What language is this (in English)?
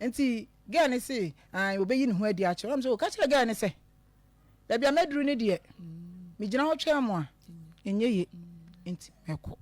Akan